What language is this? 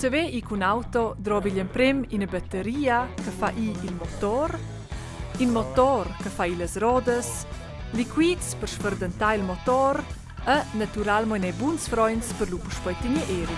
Romansh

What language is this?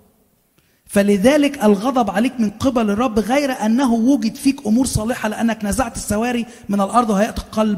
Egyptian Arabic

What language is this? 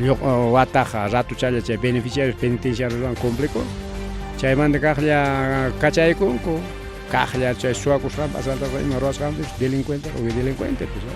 Ayacucho Quechua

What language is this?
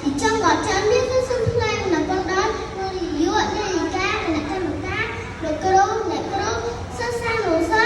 Khmer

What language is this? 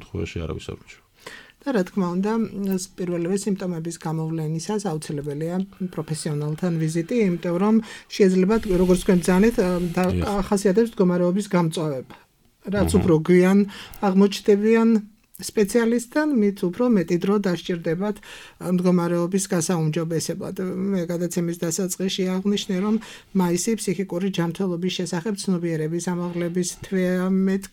Georgian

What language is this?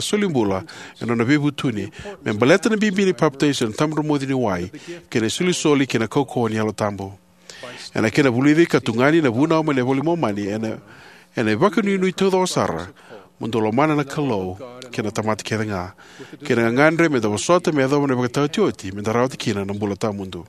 Fijian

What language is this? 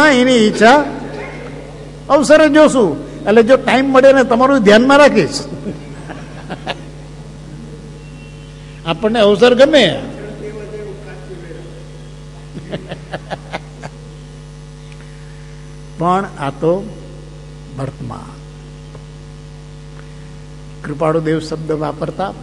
Gujarati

